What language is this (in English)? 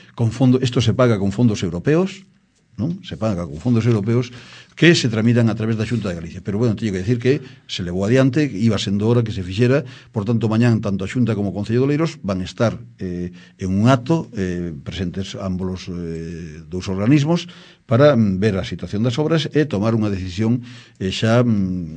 Galician